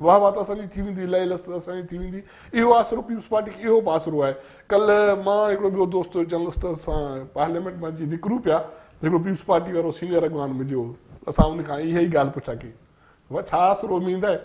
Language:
Sindhi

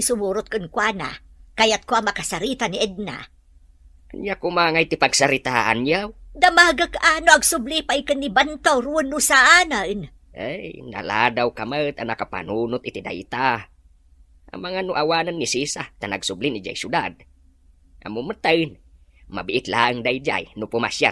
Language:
Iloko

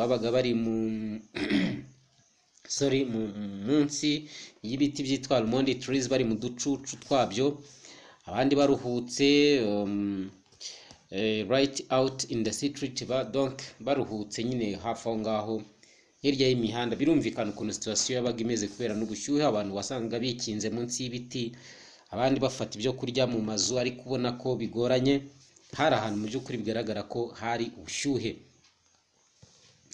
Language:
Kinyarwanda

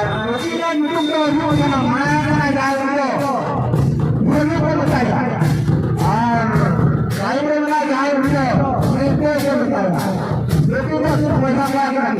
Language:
Santali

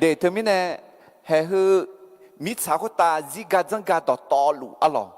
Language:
Akha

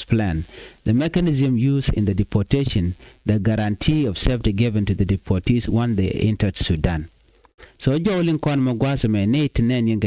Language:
Nuer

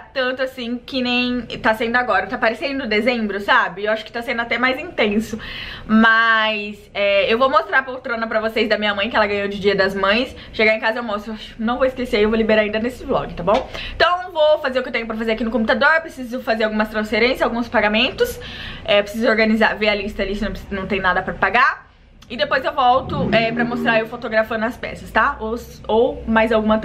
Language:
Portuguese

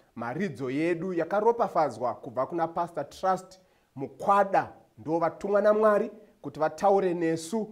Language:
Shona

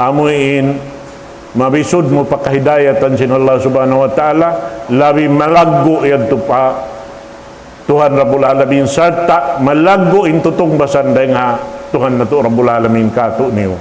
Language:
Tausug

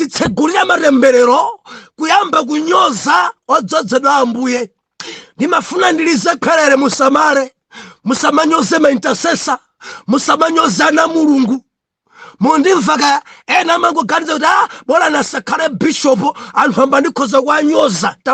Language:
Nyanja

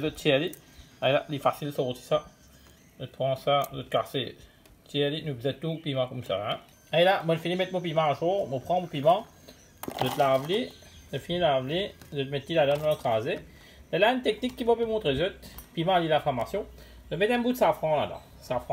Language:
Morisyen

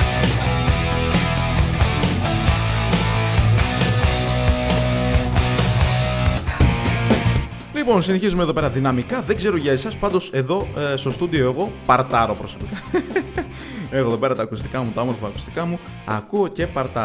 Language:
Greek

